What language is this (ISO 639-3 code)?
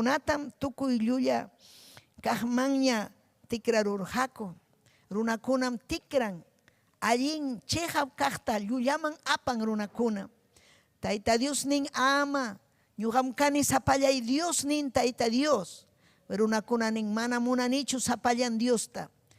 quy